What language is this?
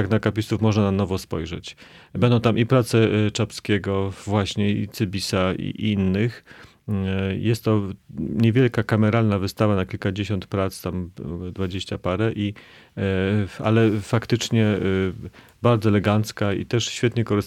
Polish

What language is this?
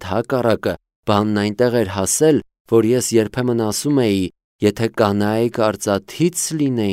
Armenian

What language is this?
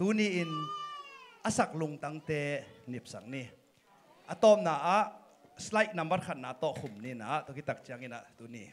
Tedim Chin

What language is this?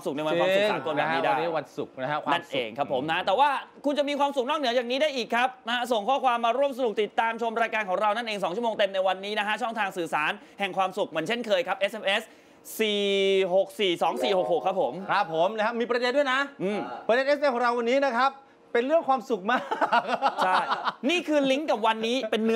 Thai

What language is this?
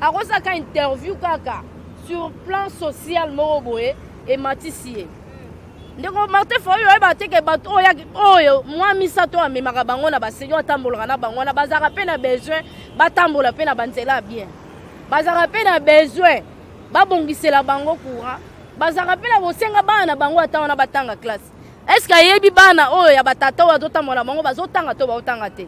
Lingala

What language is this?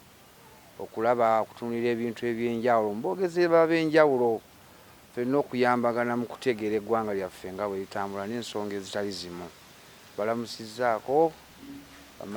Ganda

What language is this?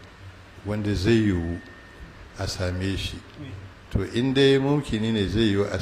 Hausa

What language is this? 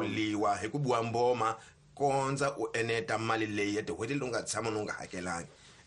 Tsonga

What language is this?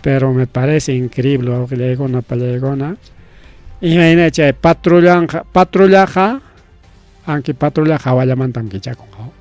Ayacucho Quechua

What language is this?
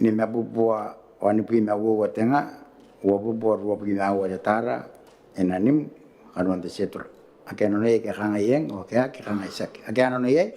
Gilbertese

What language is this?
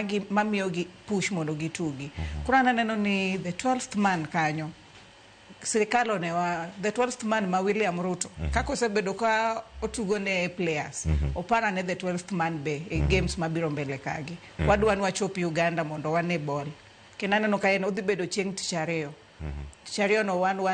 Luo (Kenya and Tanzania)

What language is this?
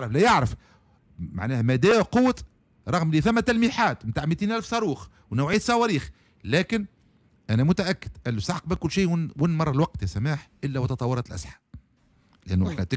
Tunisian Arabic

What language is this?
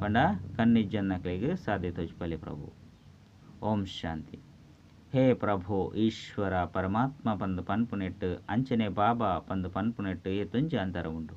Tulu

